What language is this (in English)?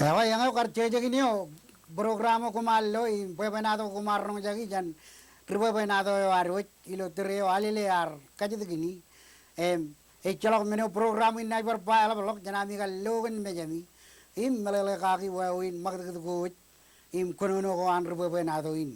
Marshallese